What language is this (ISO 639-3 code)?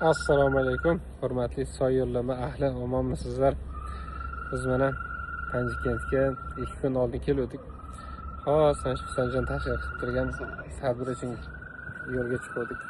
uzb